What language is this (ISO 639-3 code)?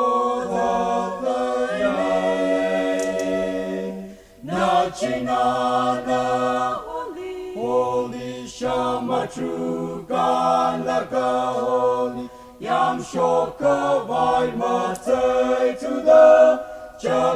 nmf